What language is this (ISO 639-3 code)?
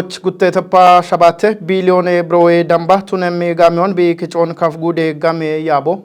kbr